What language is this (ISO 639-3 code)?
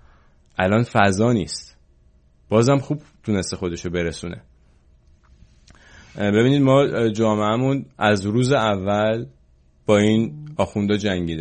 fas